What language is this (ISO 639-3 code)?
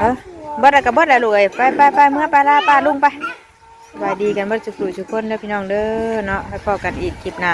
tts